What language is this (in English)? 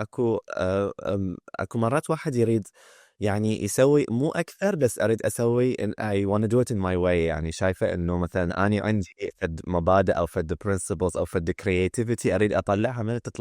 Mesopotamian Arabic